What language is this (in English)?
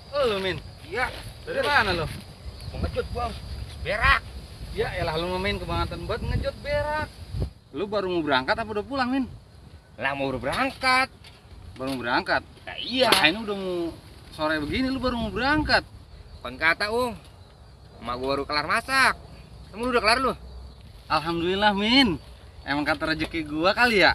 Betawi